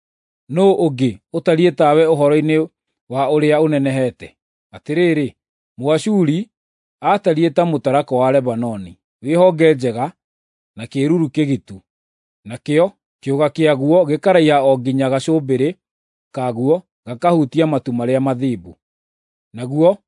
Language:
Kikuyu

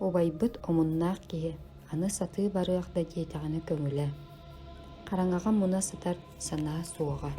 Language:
Yakut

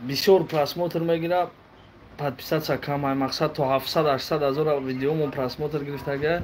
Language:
Tajik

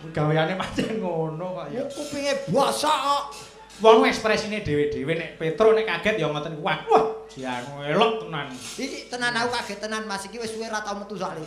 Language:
Javanese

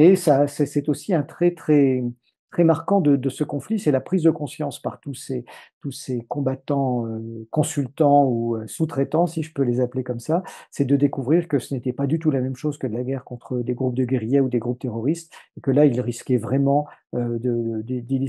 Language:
French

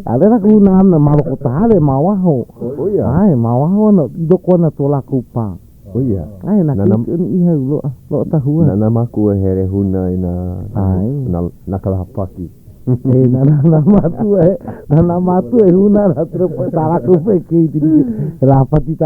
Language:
Hawaiian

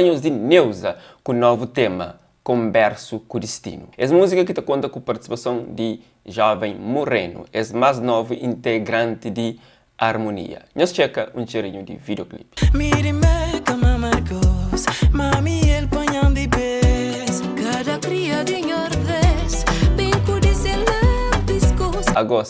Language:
Kabuverdianu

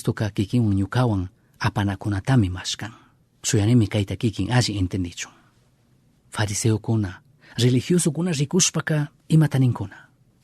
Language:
Chimborazo Highland Quichua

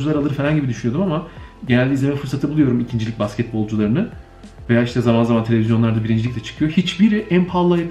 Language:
Turkish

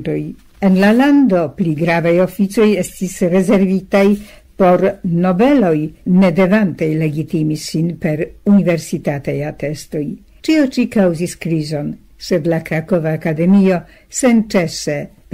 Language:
Esperanto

